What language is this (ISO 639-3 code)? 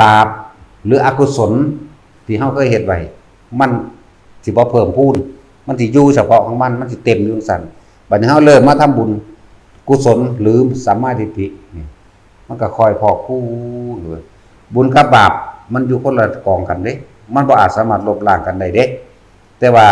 tts